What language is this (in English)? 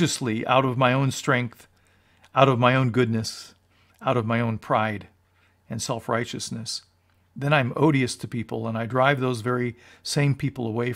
English